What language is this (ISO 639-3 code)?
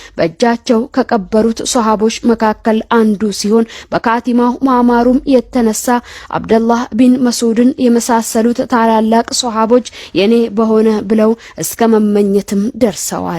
amh